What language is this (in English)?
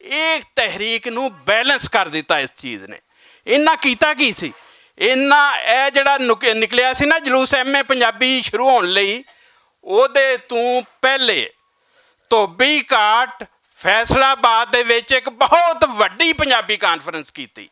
Western Panjabi